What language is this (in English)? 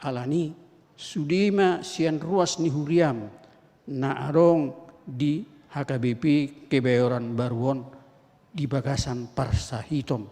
Batak Toba